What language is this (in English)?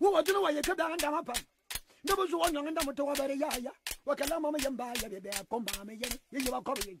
Fang